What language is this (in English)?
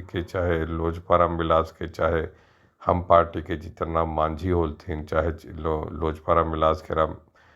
Magahi